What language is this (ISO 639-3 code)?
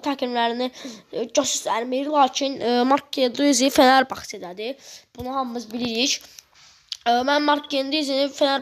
aze